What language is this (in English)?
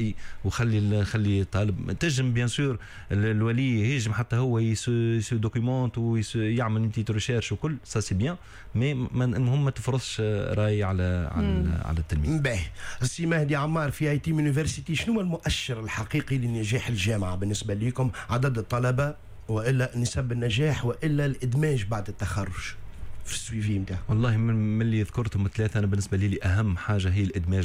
Tunisian Arabic